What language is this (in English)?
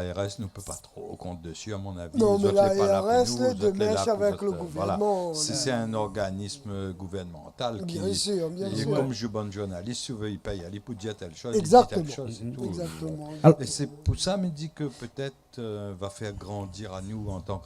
Réunion Creole French